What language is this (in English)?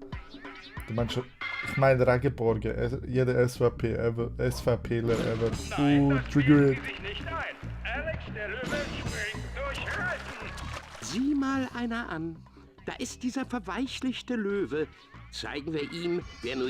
Swiss German